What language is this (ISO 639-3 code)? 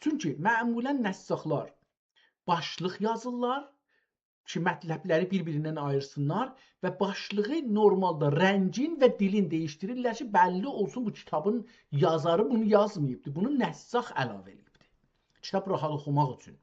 azb